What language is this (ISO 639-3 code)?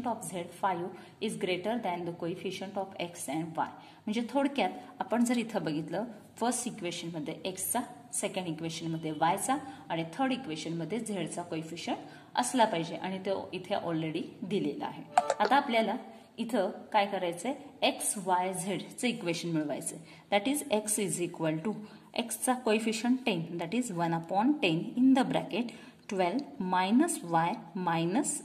mar